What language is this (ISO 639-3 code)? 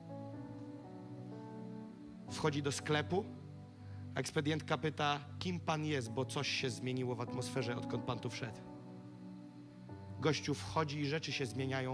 pol